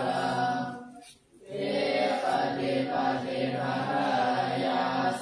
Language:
Pali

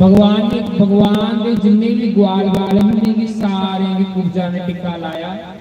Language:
Dogri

